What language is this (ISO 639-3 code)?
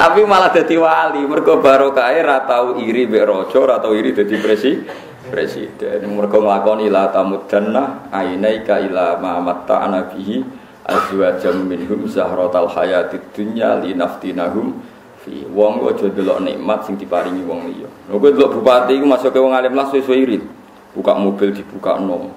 jav